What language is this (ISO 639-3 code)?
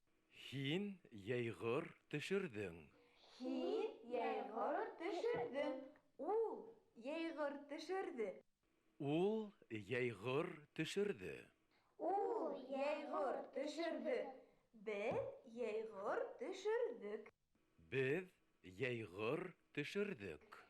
bak